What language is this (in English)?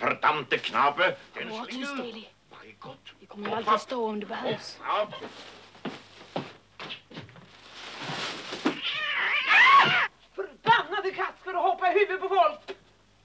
Swedish